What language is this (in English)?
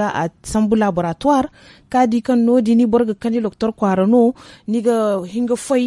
Zarma